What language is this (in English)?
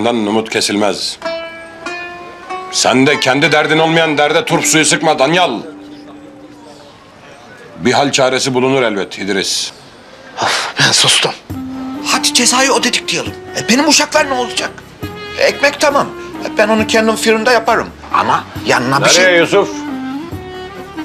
Turkish